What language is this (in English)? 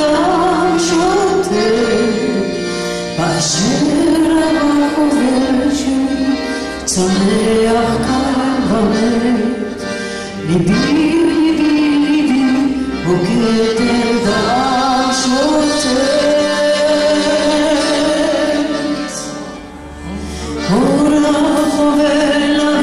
Hebrew